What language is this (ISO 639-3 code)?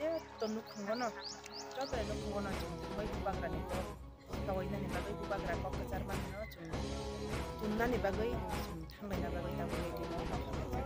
trp